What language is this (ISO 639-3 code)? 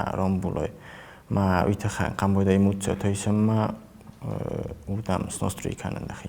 oss